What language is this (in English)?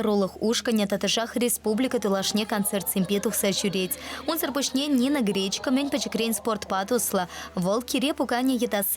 Chuvash